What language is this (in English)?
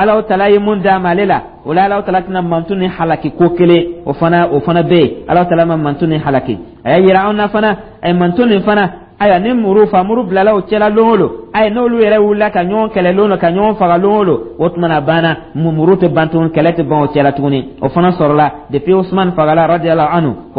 Dyula